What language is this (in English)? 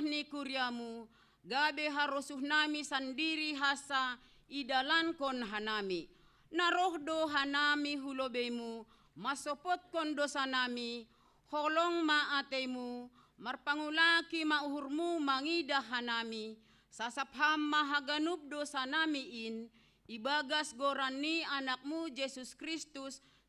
Batak Simalungun